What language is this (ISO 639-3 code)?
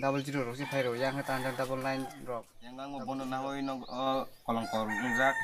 trp